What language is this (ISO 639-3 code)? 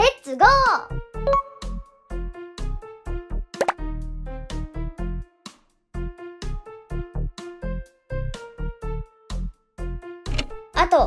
jpn